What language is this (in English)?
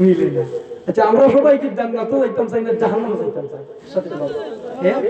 Sylheti